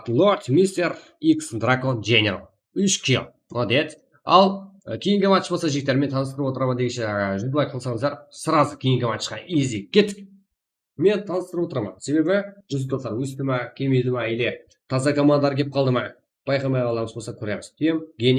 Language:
Kara-Kalpak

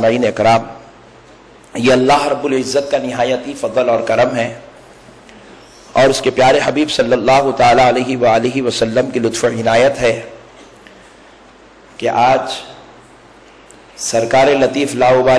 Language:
Urdu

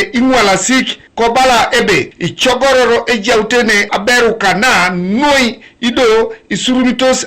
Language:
Teso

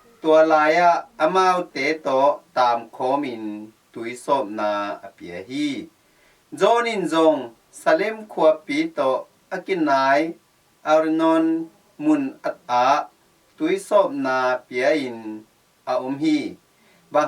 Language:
Tedim Chin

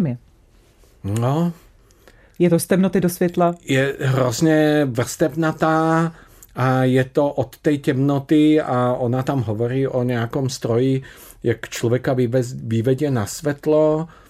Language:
Czech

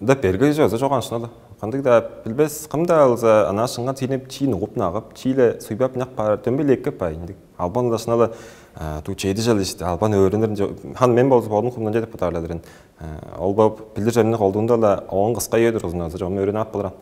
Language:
Tuvinian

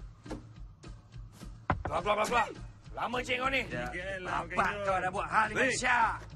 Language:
Malay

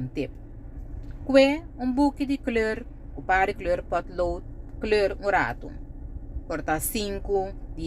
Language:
Papiamento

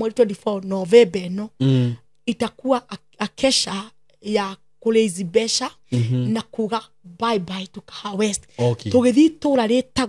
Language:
Kikuyu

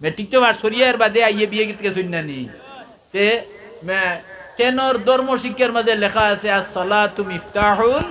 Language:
Sylheti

